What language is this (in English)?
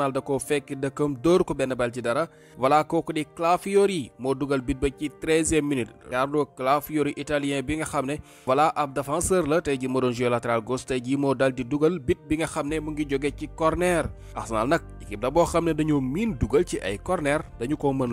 Wolof